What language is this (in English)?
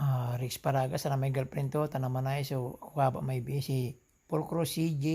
Pangasinan